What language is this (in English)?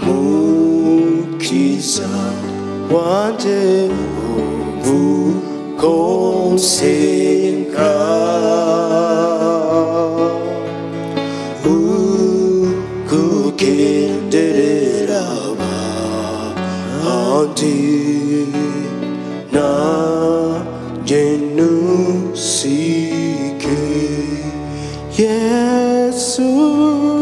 Kinyarwanda